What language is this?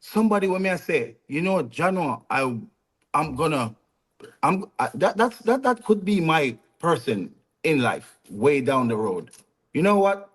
Jamaican Creole English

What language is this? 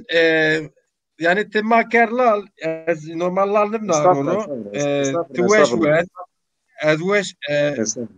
Zaza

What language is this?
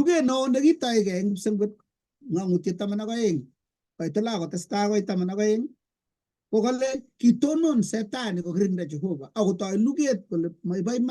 Kalenjin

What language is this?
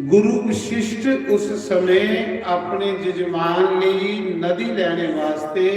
Dogri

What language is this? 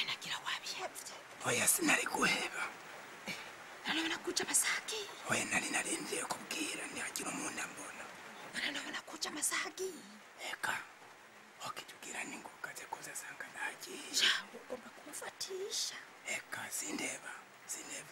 Rundi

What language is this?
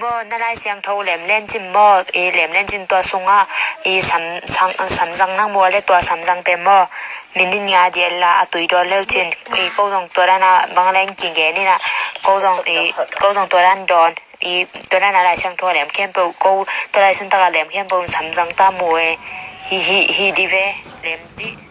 Tedim Chin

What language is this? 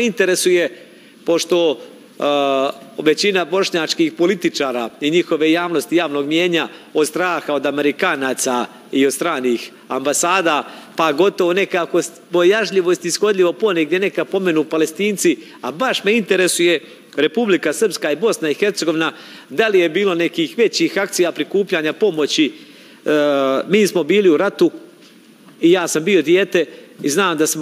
Serbian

